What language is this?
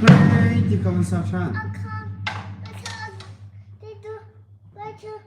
Hakha Chin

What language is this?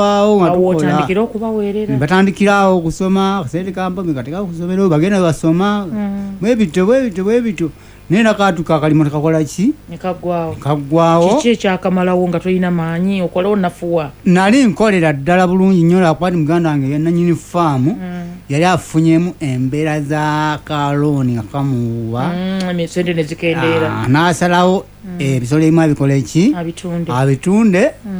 Ganda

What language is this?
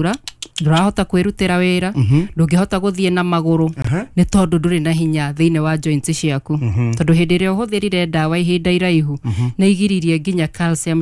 Kikuyu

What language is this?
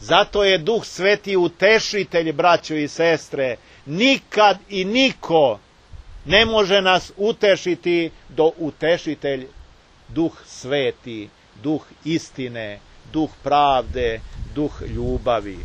Serbian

